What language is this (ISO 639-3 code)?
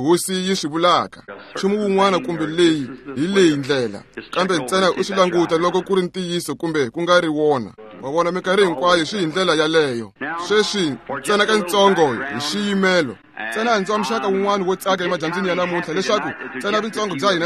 tso